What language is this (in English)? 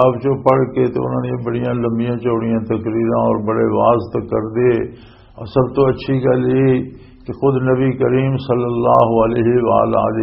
Western Panjabi